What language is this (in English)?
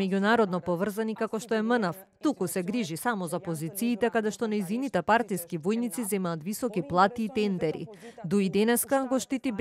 Macedonian